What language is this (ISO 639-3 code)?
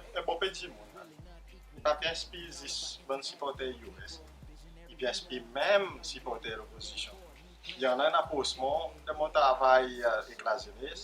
crs